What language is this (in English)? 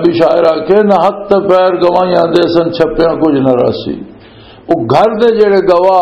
Western Panjabi